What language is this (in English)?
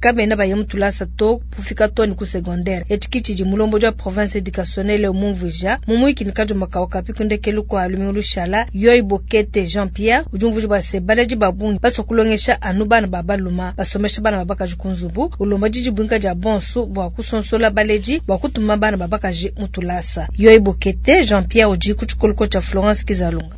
Luba-Lulua